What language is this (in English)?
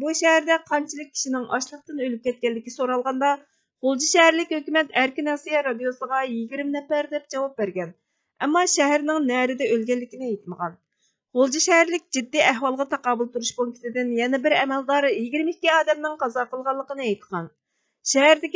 Uyghur